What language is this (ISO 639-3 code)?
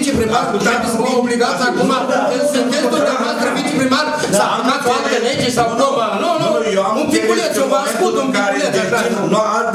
ron